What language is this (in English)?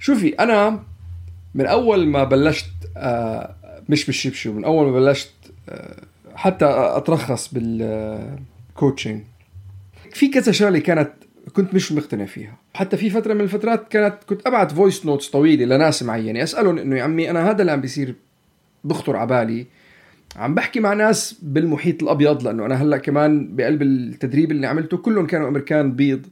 North Levantine Arabic